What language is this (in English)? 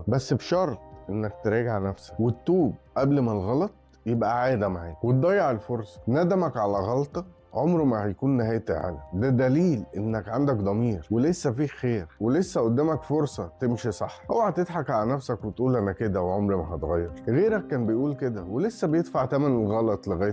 Egyptian Arabic